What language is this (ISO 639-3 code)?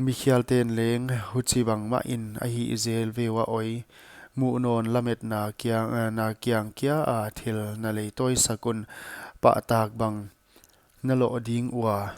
pck